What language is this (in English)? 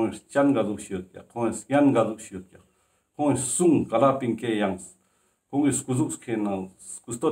Ladakhi